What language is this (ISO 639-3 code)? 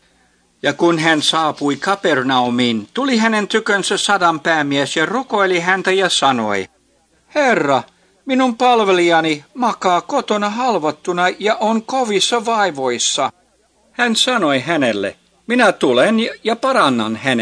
fin